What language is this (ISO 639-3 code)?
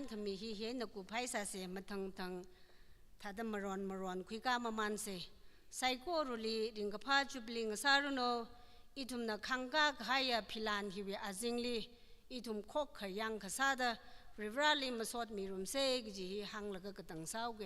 nmf